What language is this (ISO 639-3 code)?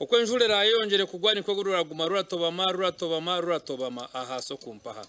nyn